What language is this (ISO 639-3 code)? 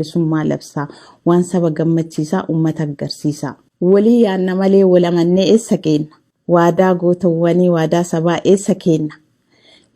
orm